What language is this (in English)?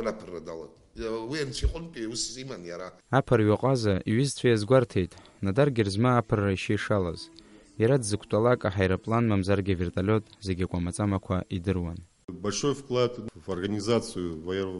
Abkhazian